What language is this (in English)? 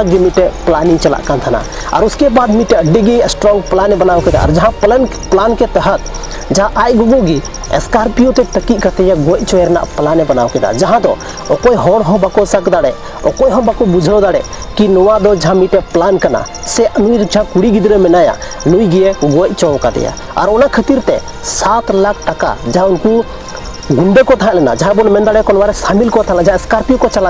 Santali